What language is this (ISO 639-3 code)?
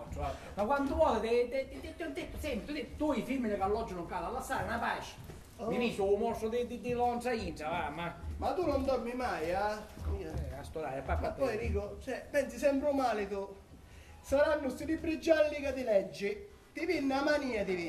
scn